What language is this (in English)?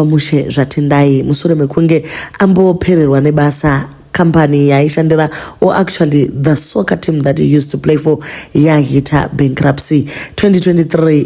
Shona